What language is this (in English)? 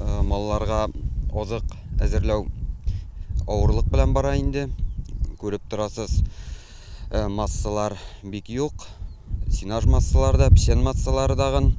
Tatar